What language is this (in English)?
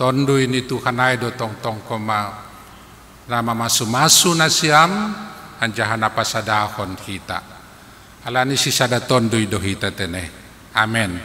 Batak Simalungun